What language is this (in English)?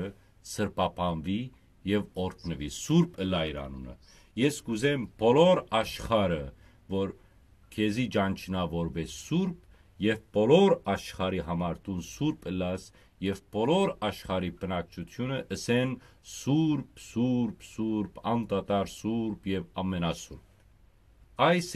Western Armenian